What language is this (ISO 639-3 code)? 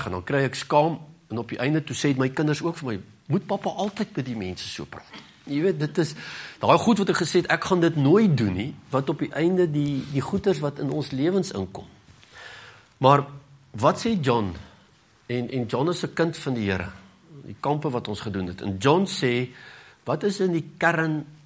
afr